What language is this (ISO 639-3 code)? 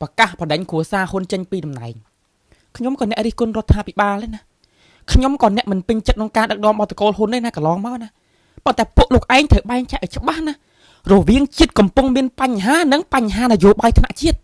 khm